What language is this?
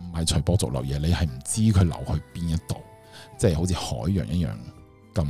Cantonese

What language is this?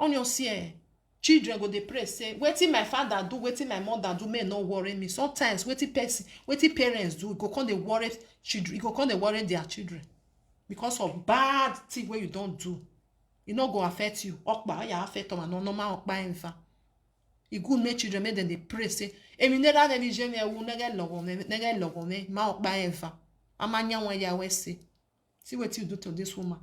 Nigerian Pidgin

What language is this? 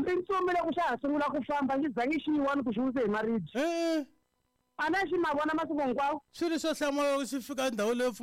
Tsonga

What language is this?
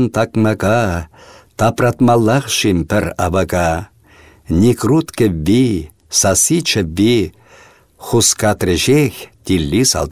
Chuvash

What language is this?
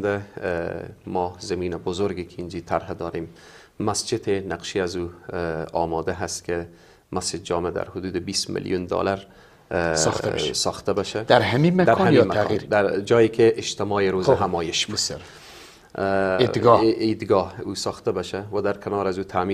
Persian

